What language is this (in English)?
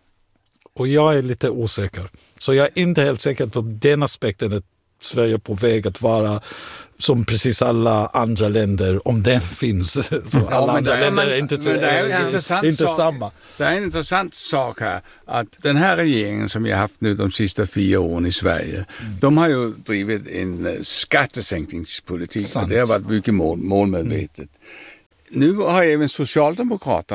Swedish